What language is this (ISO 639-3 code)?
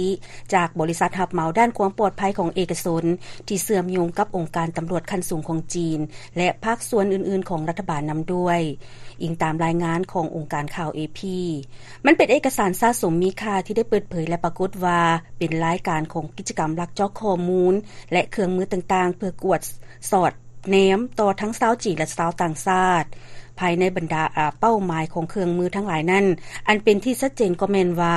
lao